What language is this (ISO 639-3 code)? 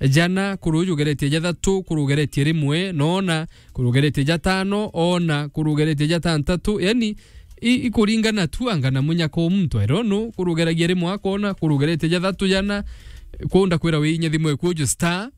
mer